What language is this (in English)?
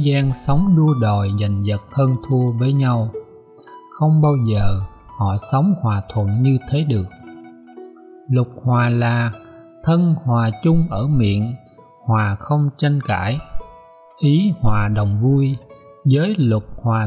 Vietnamese